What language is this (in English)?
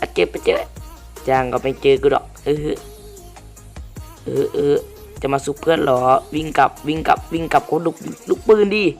Lao